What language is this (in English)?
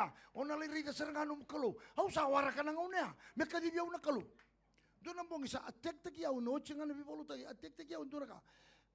Fijian